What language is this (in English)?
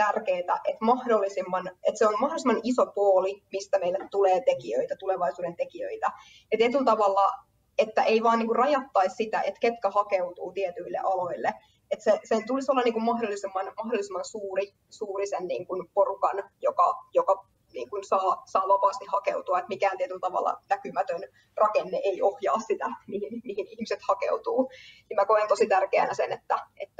Finnish